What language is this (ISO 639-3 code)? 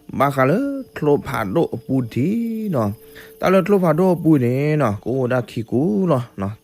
ksw